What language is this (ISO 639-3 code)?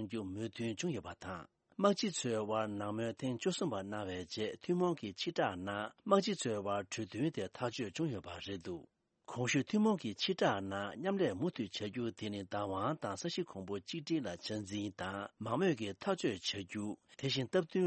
bod